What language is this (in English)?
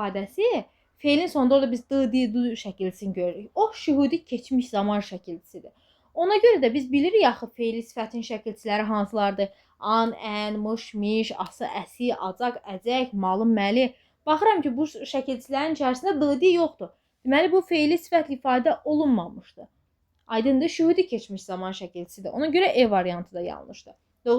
Azerbaijani